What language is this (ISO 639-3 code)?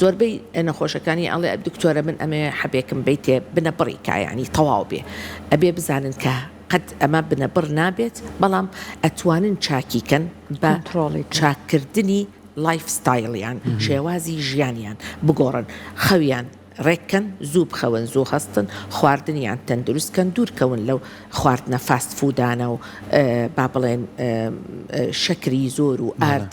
ckb